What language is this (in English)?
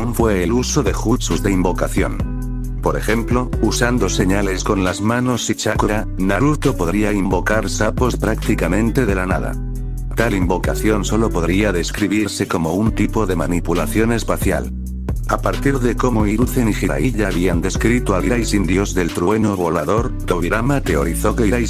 Spanish